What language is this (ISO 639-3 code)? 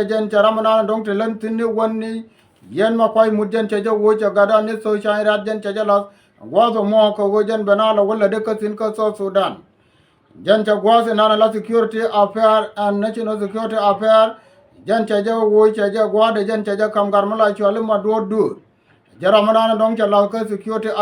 nus